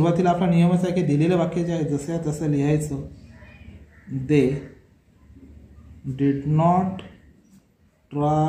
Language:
Marathi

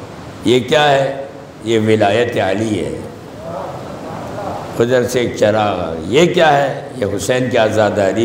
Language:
Urdu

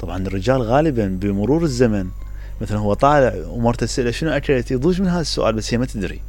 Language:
Mesopotamian Arabic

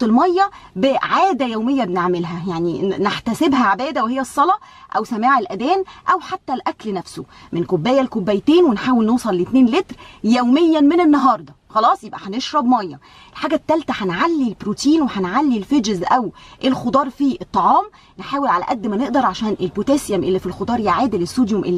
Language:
Egyptian Arabic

